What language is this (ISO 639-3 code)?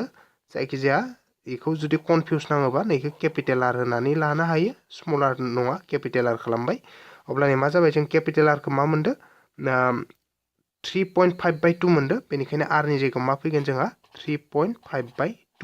brx